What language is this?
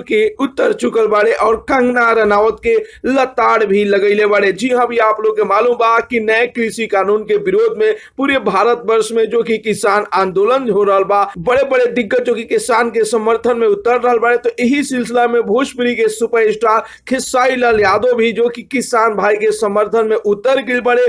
Bhojpuri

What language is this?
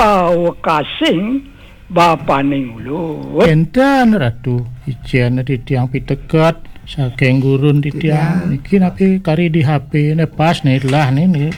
Balinese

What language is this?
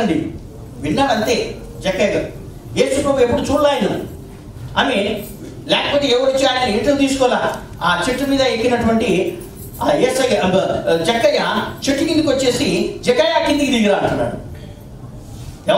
Telugu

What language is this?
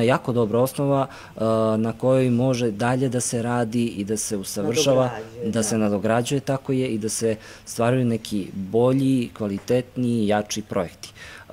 Serbian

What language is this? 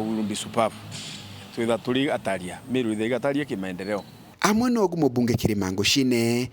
Meru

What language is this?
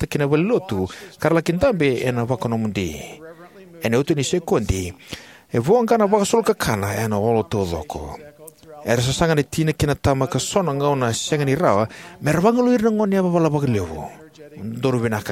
Fijian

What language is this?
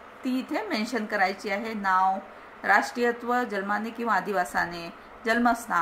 Marathi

